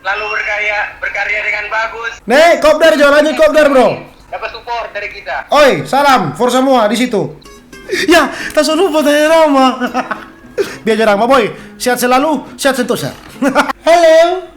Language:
Manado Malay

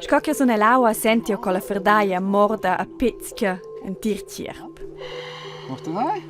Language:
Romansh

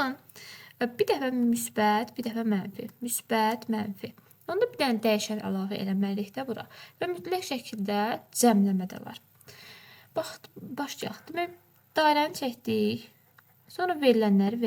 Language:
Azerbaijani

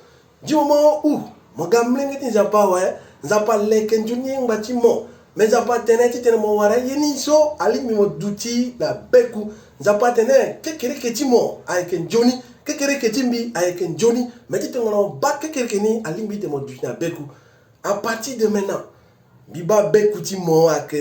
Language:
Sango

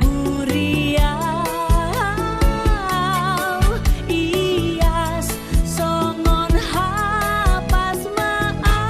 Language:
Batak Toba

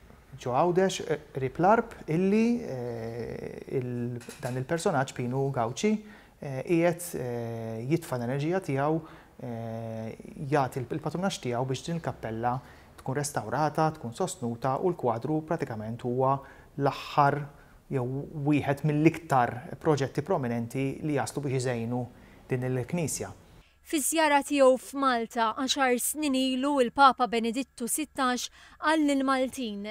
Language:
Maltese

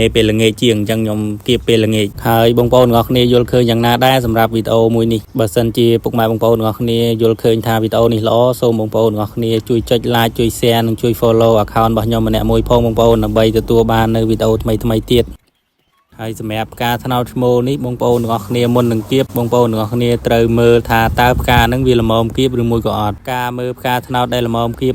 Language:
Khmer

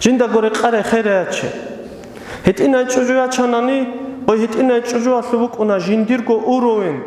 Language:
Avaric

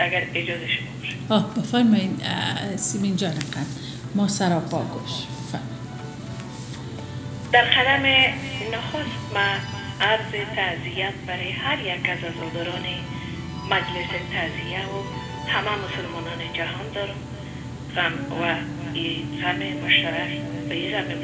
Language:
Persian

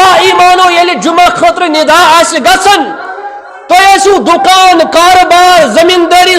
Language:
Kashmiri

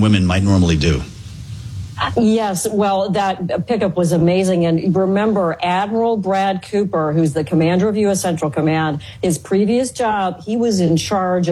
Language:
English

